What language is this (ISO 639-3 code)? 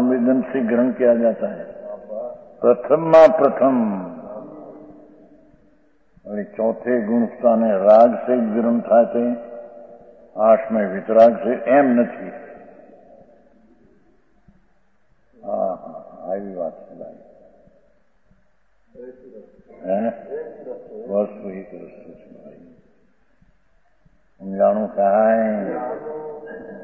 guj